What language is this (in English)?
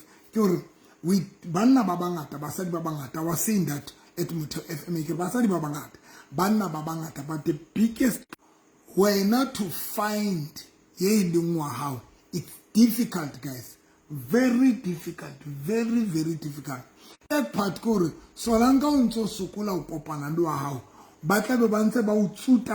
Southern Sotho